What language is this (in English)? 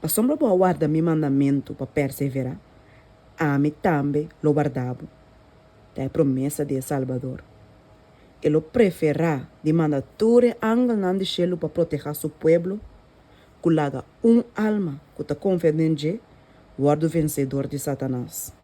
Papiamento